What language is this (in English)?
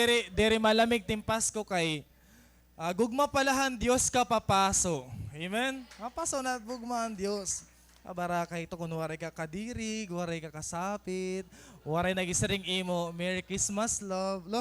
Waray